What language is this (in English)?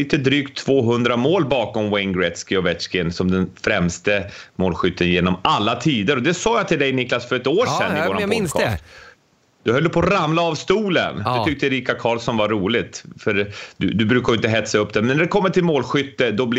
Swedish